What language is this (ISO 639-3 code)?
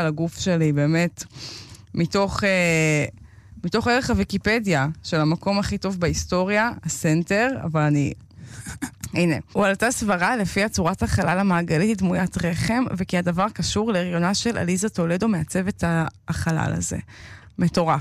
heb